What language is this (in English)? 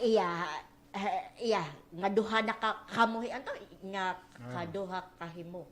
Waray